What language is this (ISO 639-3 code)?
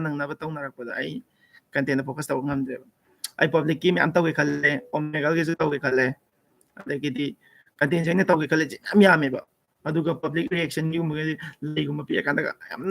mni